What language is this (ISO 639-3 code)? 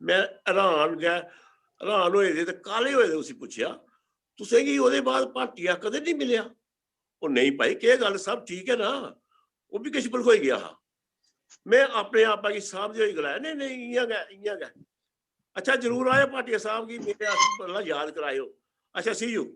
doi